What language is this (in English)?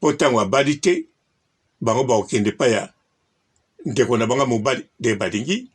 Lingala